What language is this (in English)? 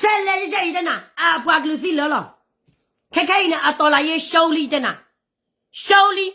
S'gaw Karen